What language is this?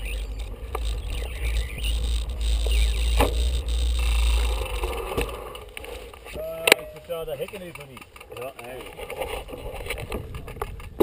Dutch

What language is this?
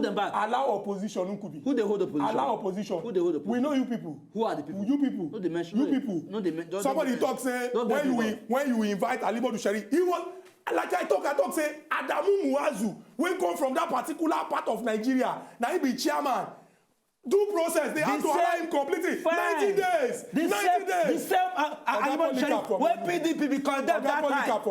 Nigerian Pidgin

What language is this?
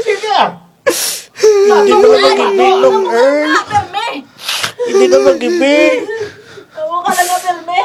Kinaray-a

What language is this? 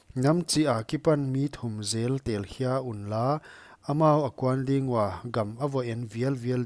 Paite Chin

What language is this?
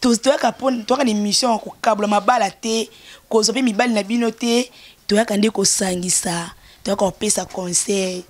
Lingala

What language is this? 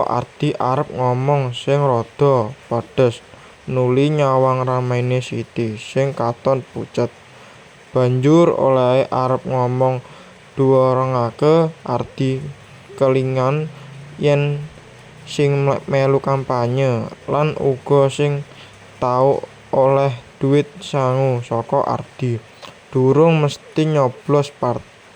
Javanese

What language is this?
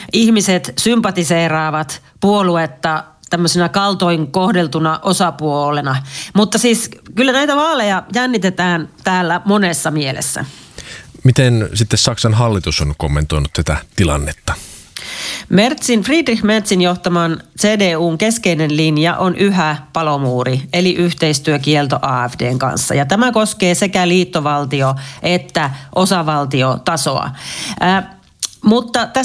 Finnish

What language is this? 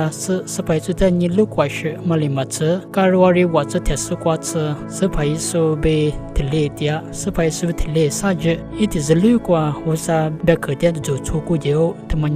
Lisu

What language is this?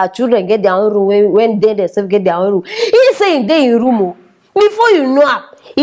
Nigerian Pidgin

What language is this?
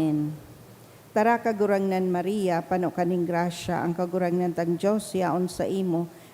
Bikol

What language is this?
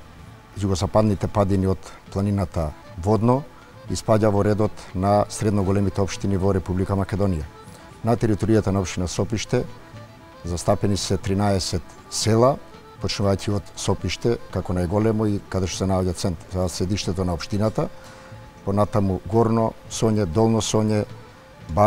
Macedonian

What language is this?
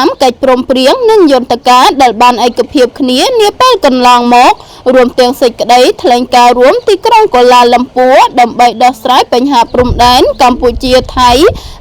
Khmer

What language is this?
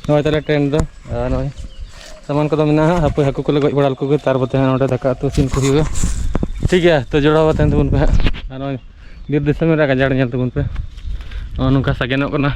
Santali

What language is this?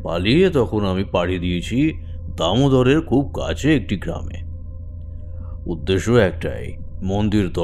Bangla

